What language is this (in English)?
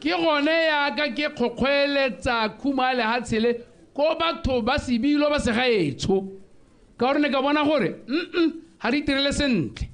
Tswana